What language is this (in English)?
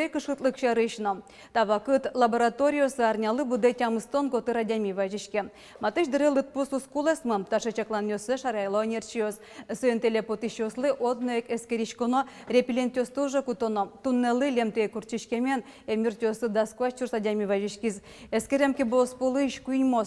Udmurt